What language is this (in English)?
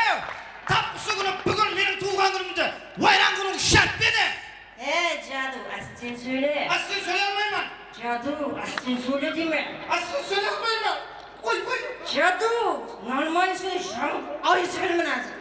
Kara-Kalpak